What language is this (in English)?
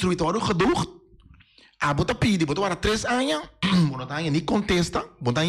Papiamento